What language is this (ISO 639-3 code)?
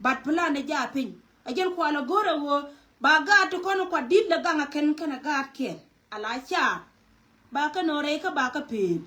nus